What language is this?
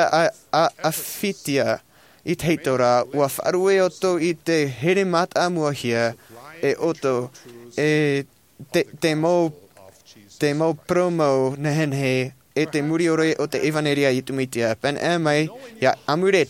Tahitian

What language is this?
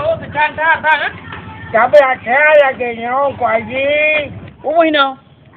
Achinese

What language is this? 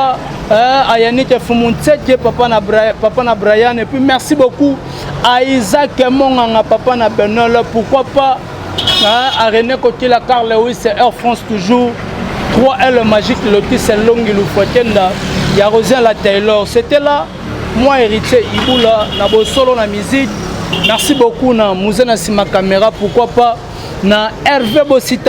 Lingala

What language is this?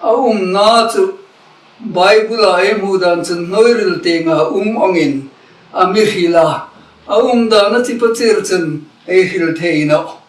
Hmar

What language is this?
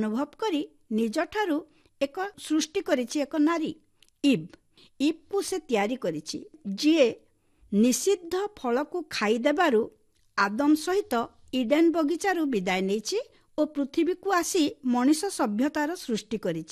Odia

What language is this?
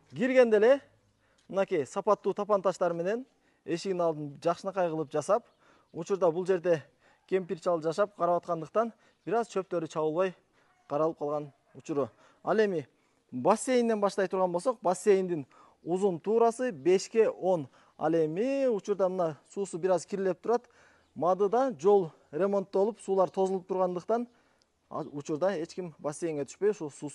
Kyrgyz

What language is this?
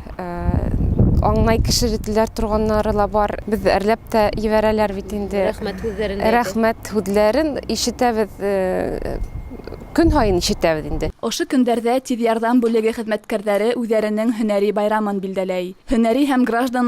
Bashkir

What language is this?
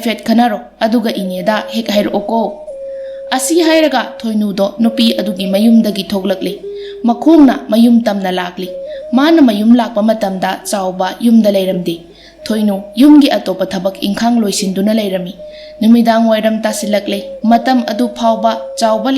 Manipuri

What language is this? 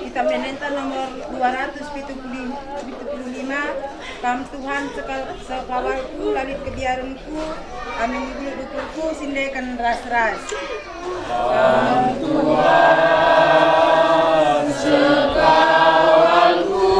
Batak Karo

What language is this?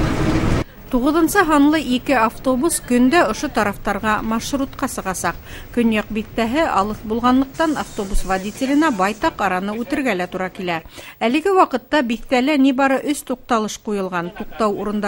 Bashkir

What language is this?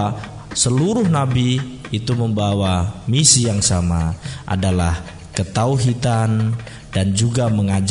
Indonesian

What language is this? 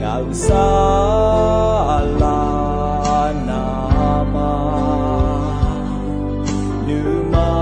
Akha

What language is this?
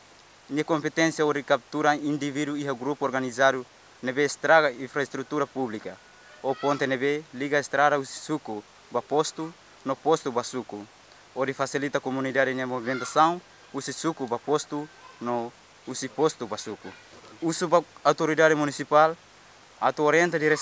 Tetum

